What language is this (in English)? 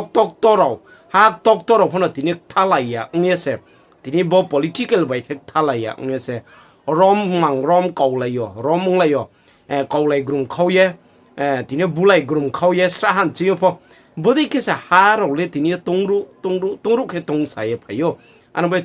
Riang (India)